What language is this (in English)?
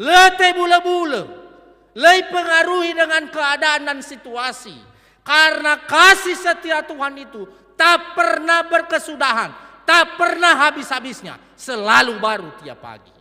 Nias